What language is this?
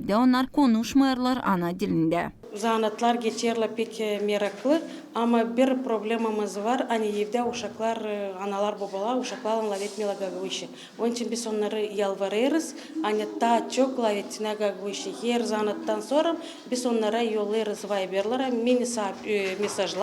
Gagauz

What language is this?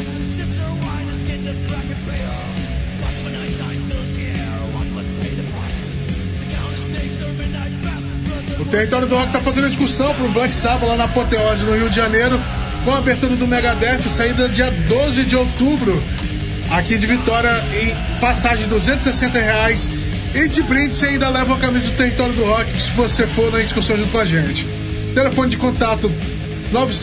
Portuguese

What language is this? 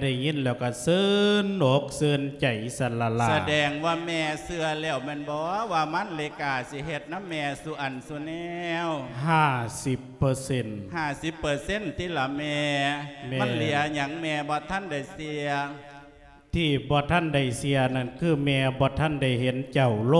Lao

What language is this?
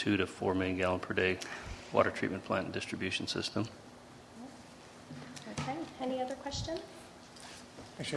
English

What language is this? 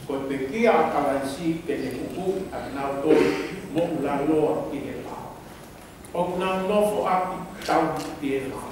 Tongan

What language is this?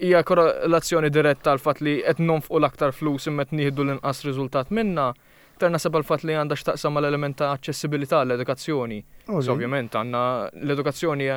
Maltese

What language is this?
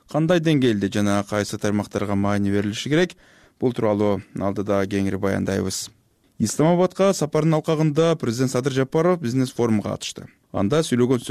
Kyrgyz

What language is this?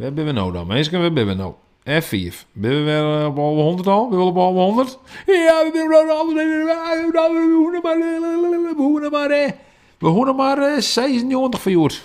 Western Frisian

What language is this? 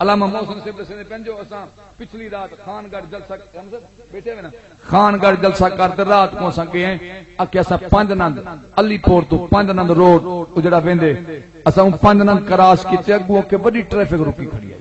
Saraiki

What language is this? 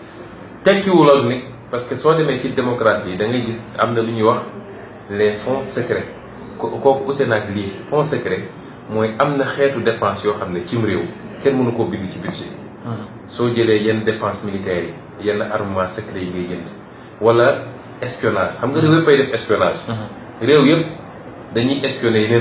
Wolof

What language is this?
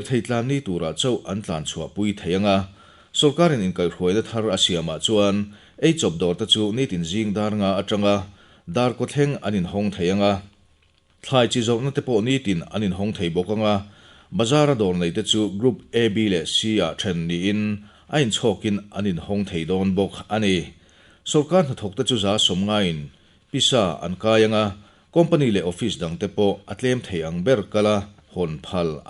Mizo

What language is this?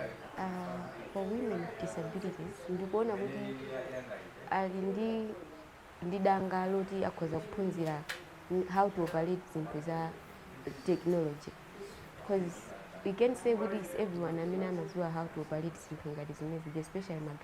Nyanja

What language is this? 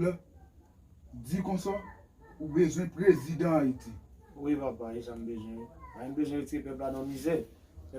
Haitian Creole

